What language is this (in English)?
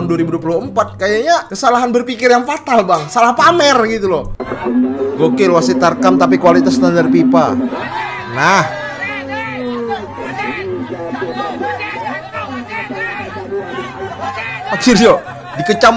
Indonesian